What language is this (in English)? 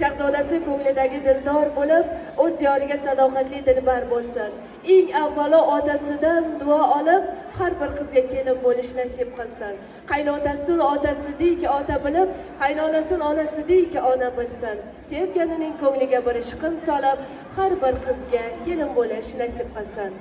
Uzbek